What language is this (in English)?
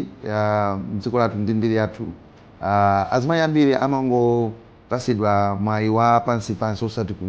Nyanja